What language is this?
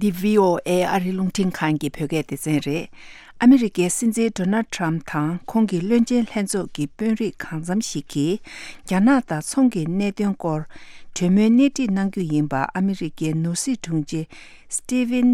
Tibetan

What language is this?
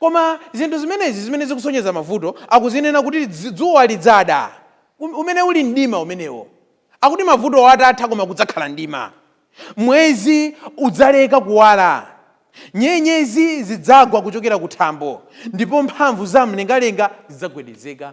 Nyanja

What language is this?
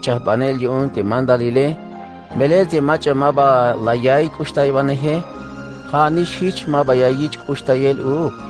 Tzeltal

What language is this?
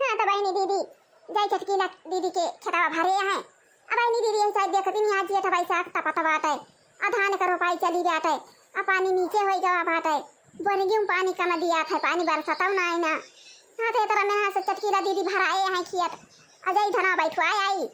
Awadhi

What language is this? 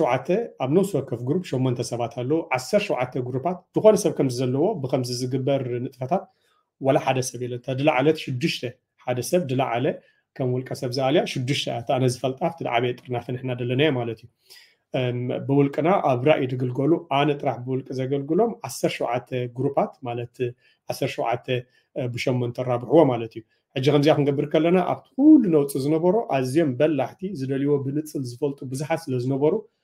Tigrinya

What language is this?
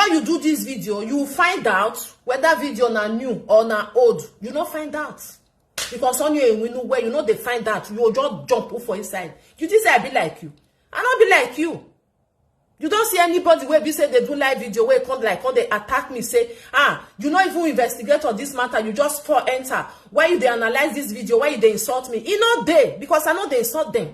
Nigerian Pidgin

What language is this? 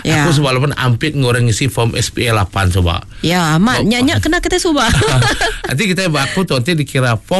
Iban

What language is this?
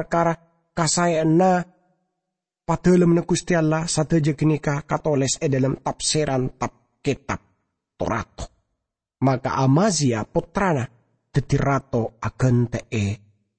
Madurese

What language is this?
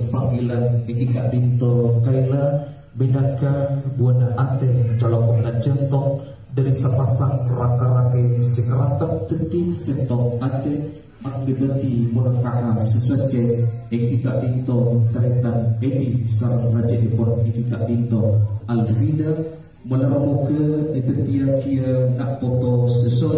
Madurese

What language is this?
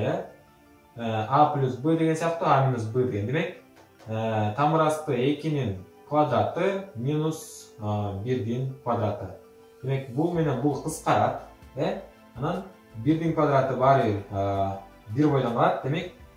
Kyrgyz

